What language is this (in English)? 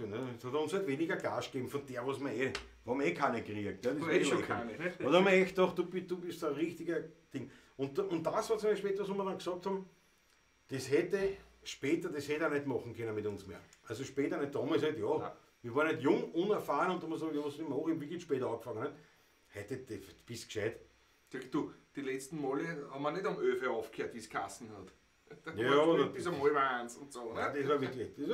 Bavarian